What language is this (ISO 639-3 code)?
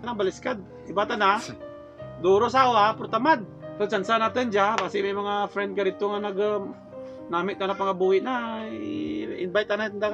krj